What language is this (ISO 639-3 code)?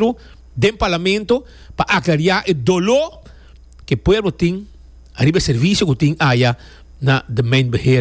pap